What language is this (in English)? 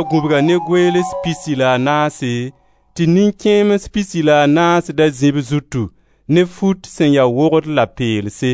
Mossi